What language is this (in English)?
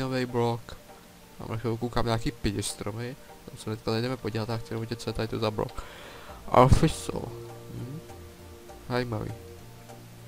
Czech